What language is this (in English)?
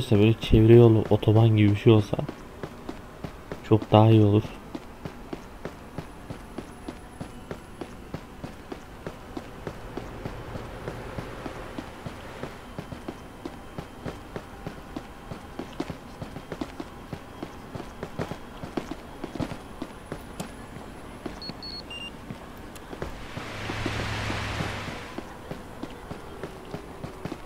Turkish